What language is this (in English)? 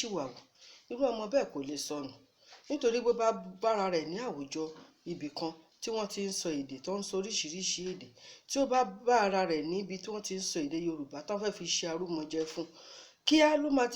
Yoruba